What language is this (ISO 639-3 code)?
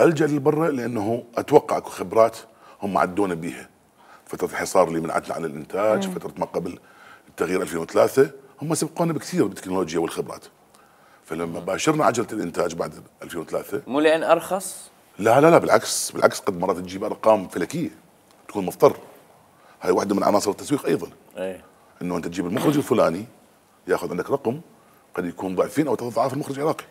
acm